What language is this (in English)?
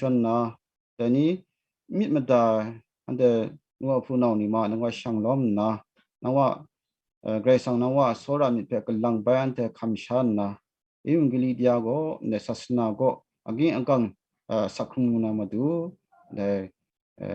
Kachin